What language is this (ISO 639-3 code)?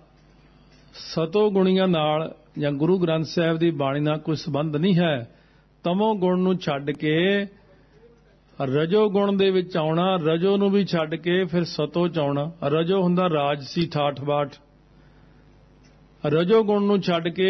pan